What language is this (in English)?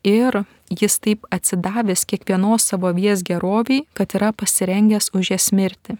Lithuanian